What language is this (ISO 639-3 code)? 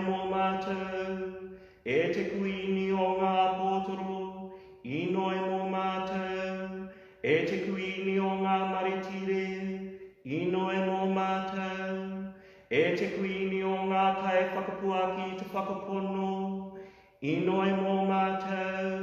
mri